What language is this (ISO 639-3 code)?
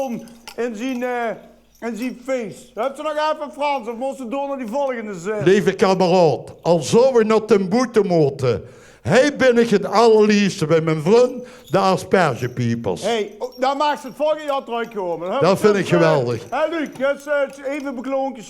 lim